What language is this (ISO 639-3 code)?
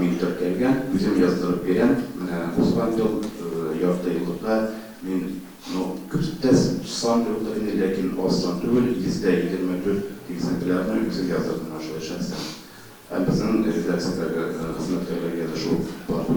tat